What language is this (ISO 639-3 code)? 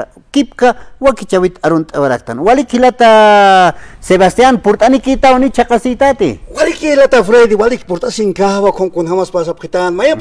aym